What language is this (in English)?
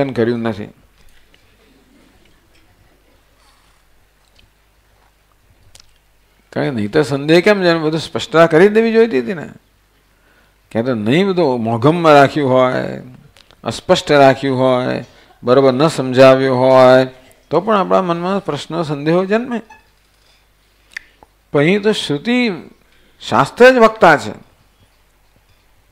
Gujarati